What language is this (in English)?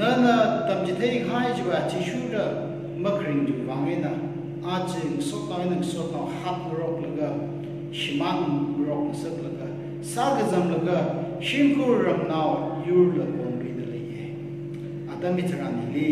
Tangkhul Naga (India)